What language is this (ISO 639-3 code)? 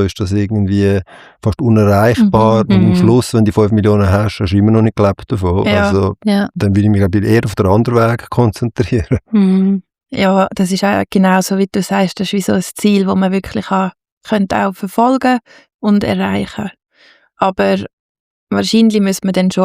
gsw